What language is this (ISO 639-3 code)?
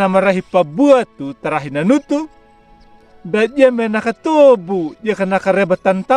akg